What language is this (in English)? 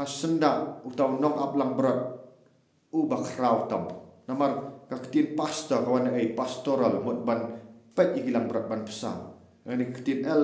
Khasi